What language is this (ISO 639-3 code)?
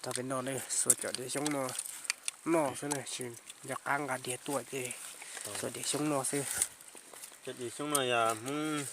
hmn